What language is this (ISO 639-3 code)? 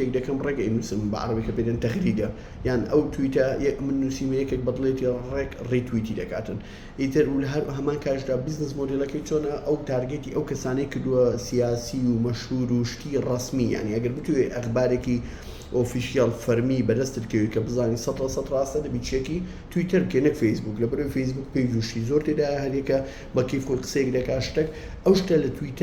ckb